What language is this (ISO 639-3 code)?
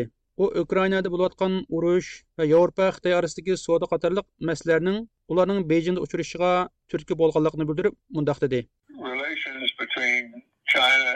uig